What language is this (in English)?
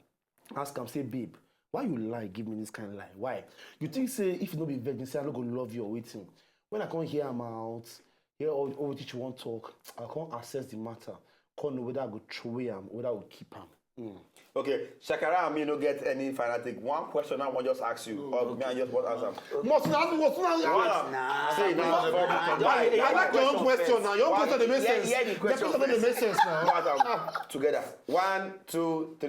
Nigerian Pidgin